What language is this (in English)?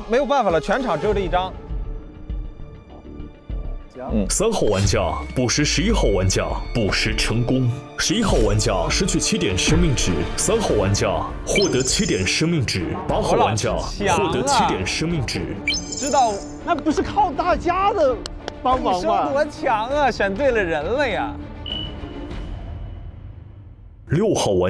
Chinese